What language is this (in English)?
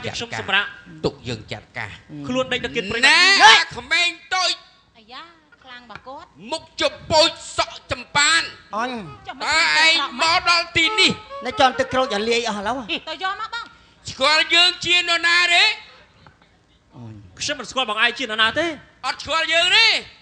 Khmer